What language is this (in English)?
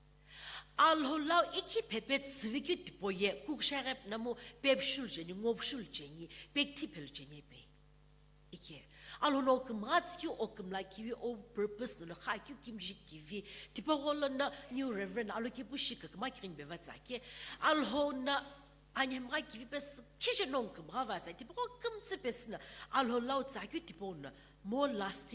Sumi Naga